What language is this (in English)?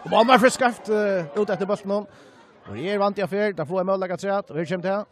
Faroese